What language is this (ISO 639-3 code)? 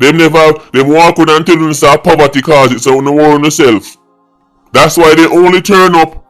jam